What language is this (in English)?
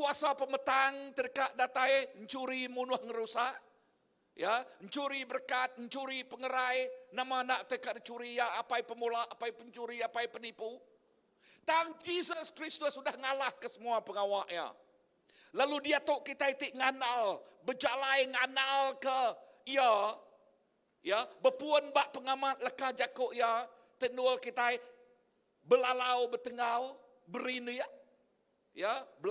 Iban